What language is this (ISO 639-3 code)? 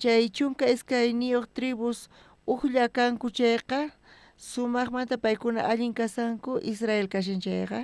quh